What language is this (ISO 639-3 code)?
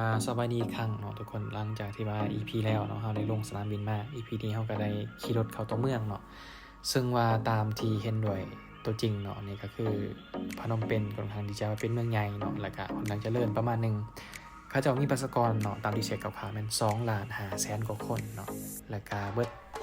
lao